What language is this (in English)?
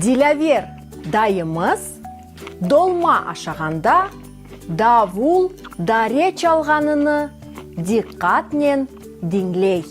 Crimean Tatar